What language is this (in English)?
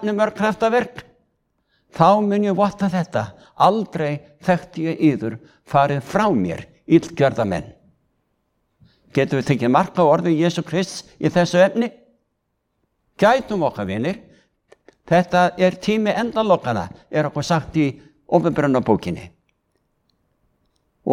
Icelandic